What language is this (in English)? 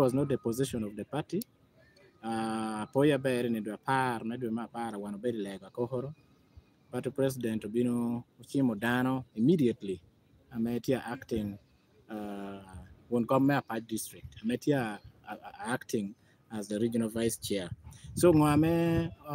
Lango (Uganda)